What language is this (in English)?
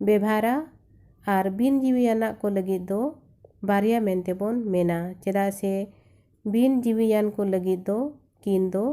Santali